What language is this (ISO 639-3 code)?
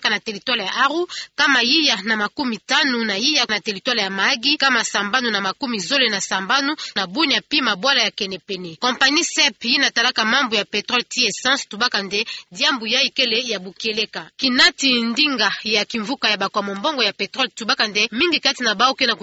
ktu